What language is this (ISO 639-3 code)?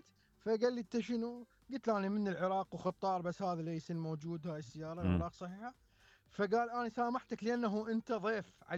acm